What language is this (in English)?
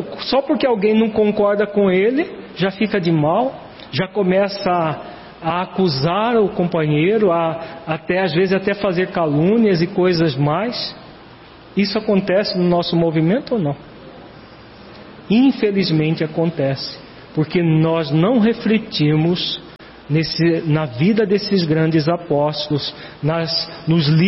Portuguese